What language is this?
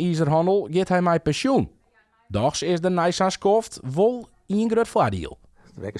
Western Frisian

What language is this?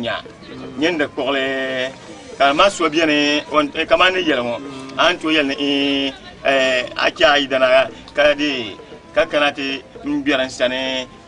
Dagbani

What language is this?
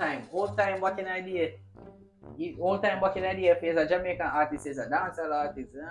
Jamaican Creole English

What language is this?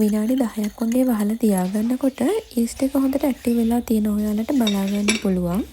Sinhala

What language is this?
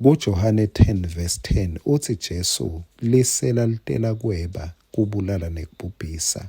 Swati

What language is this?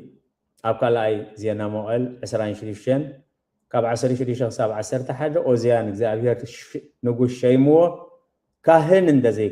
Tigrinya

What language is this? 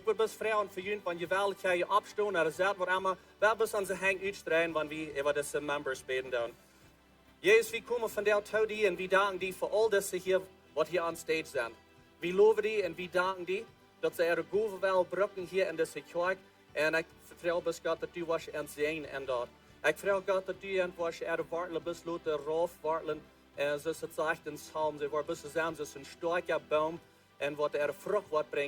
Plautdietsch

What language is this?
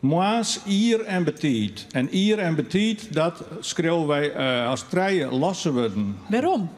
Western Frisian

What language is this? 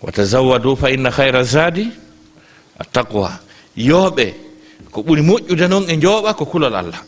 Fula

